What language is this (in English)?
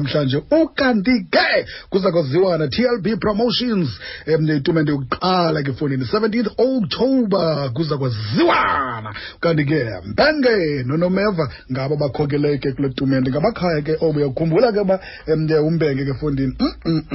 Xhosa